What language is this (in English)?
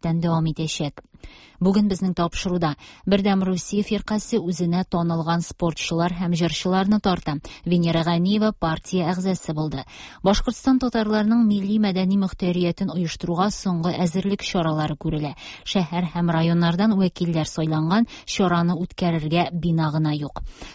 Tatar